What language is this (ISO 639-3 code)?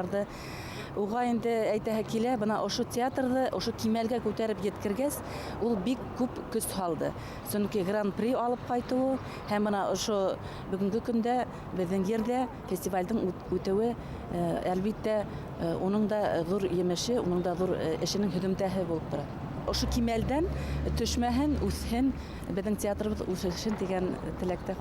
bak